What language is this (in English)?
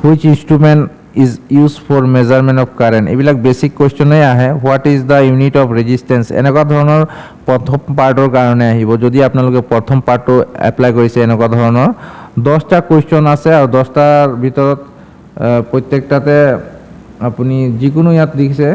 Assamese